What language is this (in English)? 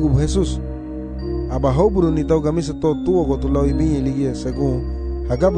Garifuna